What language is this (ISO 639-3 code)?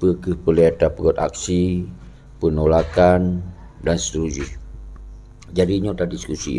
ace